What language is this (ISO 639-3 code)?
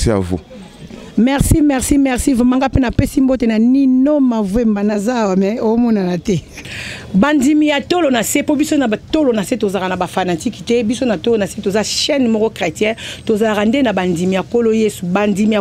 lin